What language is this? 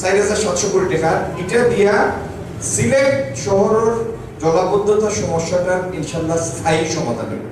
Sylheti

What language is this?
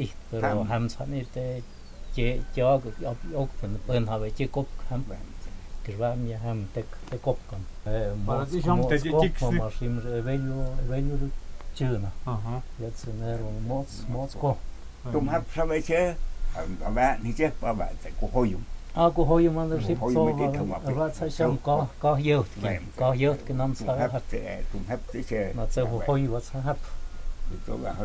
Totontepec Mixe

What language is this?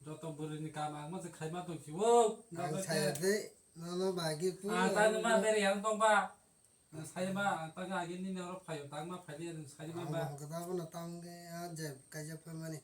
Kok Borok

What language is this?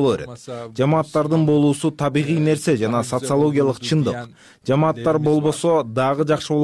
Kyrgyz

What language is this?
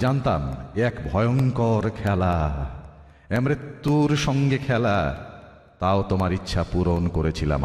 Bangla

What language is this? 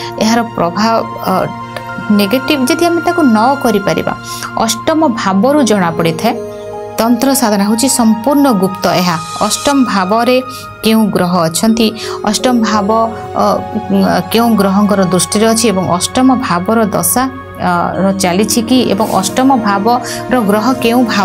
Odia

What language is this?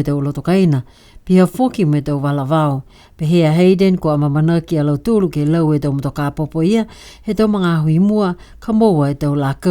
Niuean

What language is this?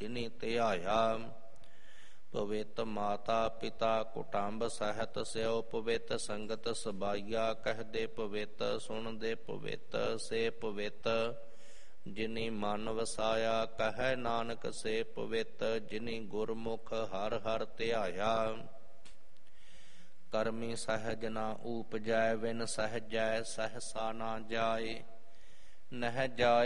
Punjabi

